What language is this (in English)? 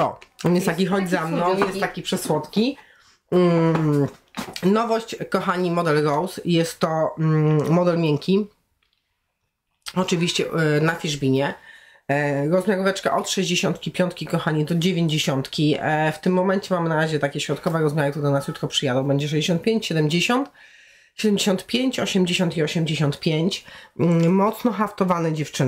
Polish